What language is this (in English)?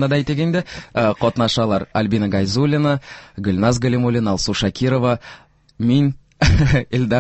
Tatar